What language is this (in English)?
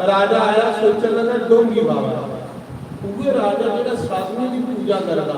Dogri